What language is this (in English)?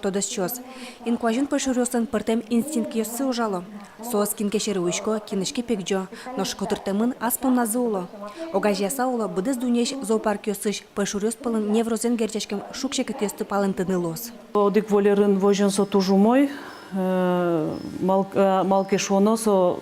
Udmurt